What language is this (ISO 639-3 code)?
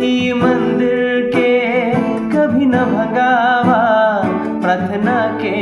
sck